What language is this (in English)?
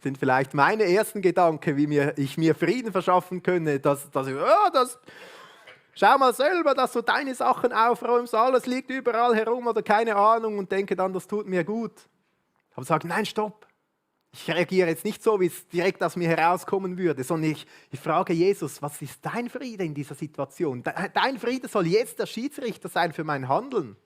Swiss German